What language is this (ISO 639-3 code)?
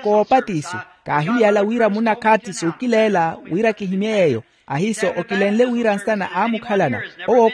vmw